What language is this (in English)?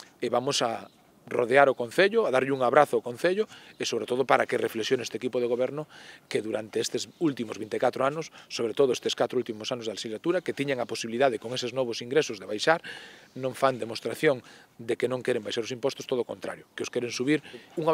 Galician